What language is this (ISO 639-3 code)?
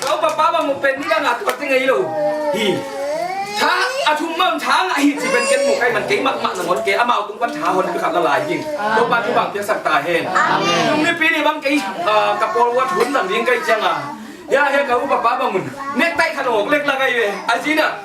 ctd